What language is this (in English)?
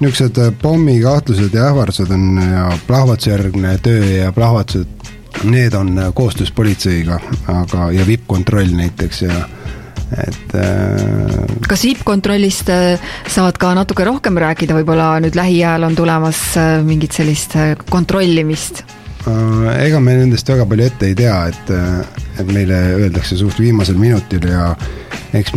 Estonian